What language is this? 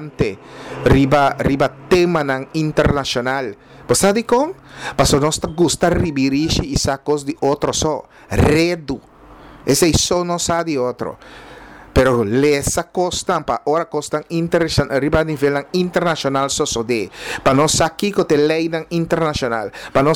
Papiamento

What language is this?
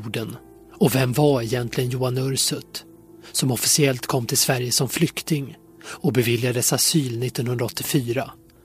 Swedish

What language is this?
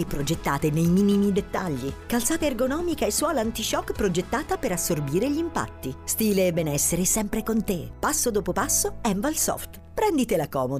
Italian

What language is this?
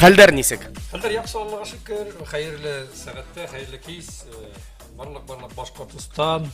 Bashkir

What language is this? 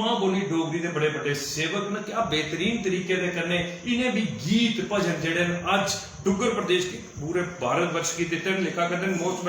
Dogri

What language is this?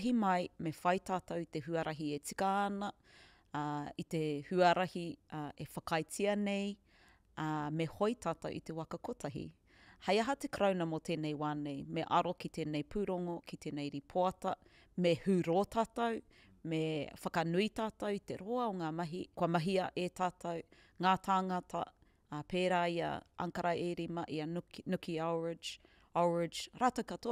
Māori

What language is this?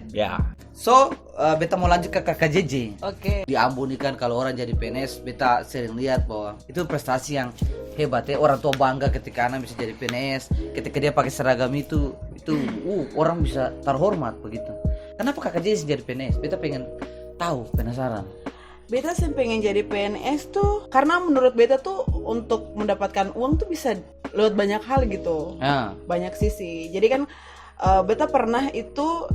Ambonese Malay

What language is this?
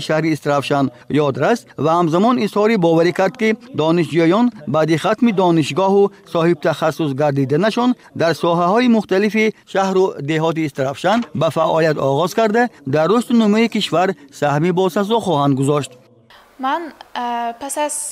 Tajik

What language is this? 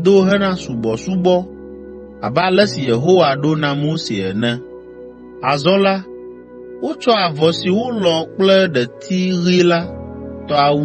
Ewe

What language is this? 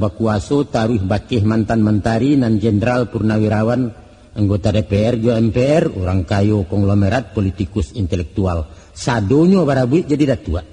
Minangkabau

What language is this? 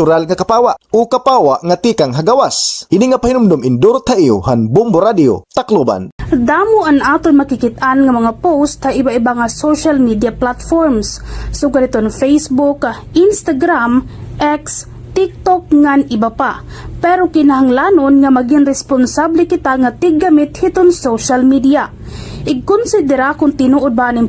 Waray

